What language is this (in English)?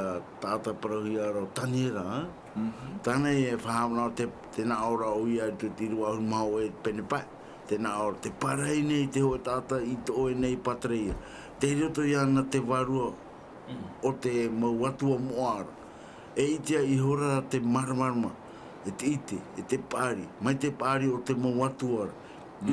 Tahitian